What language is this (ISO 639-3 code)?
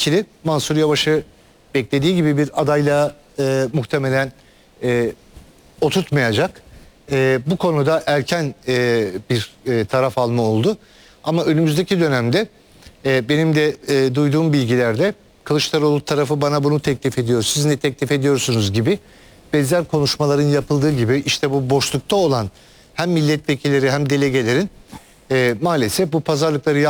tur